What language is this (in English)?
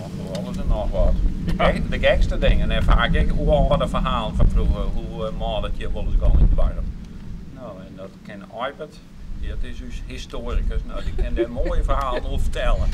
Western Frisian